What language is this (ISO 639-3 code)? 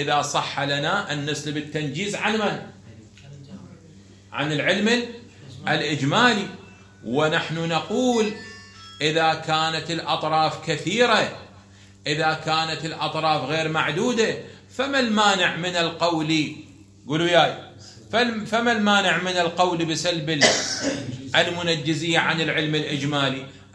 ara